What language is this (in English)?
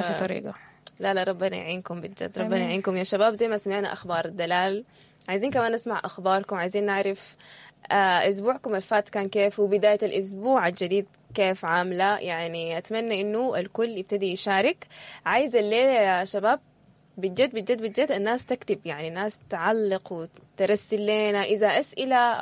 Sudanese Arabic